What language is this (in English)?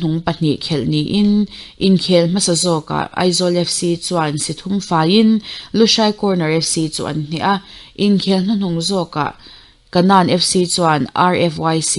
Mizo